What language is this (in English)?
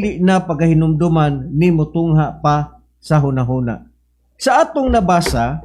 Cebuano